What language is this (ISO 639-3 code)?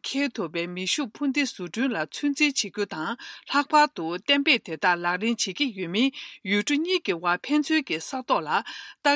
bod